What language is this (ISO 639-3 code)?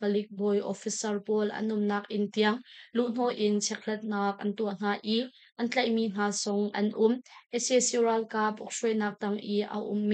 cnh